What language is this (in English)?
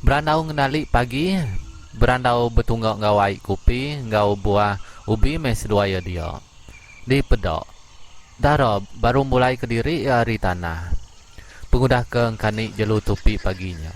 Iban